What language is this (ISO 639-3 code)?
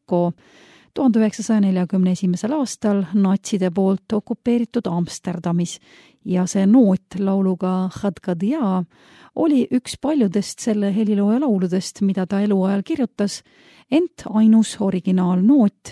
est